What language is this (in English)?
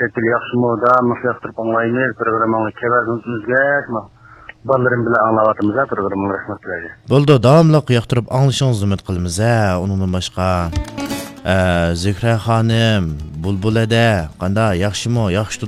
Uyghur